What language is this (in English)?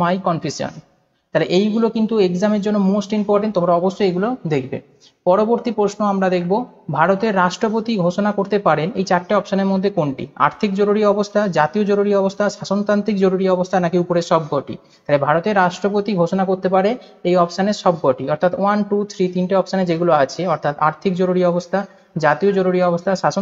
Bangla